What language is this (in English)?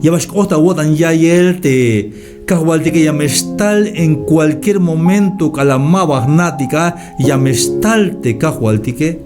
Tzeltal